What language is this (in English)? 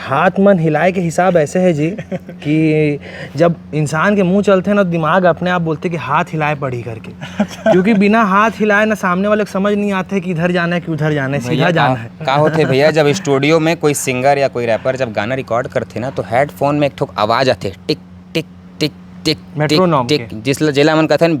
Chhattisgarhi